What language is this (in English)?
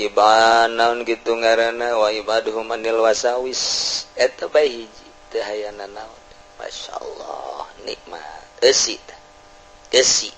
Sundanese